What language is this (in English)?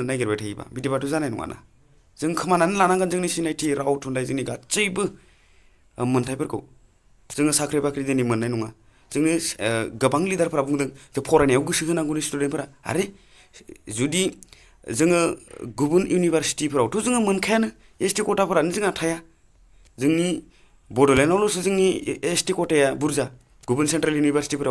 Bodo